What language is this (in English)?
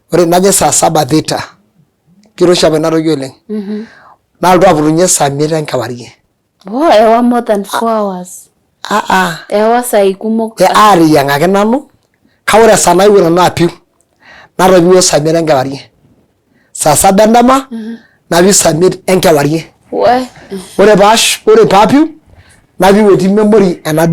Masai